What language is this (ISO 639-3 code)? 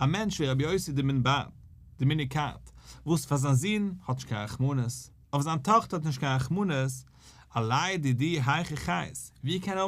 yid